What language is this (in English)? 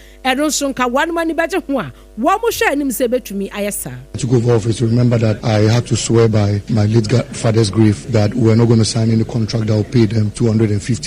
Akan